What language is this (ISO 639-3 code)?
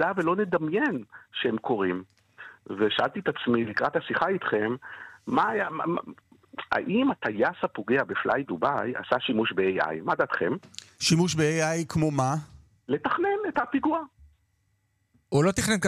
heb